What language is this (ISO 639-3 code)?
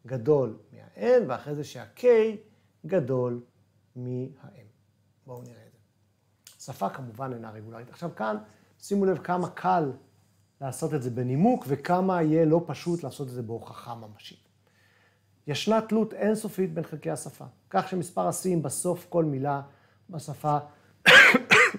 heb